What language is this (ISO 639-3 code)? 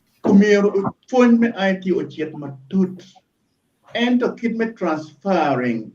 ach